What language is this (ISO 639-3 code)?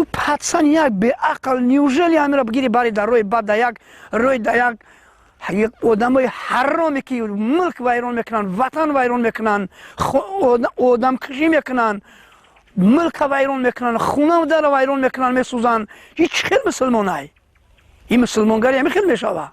tgk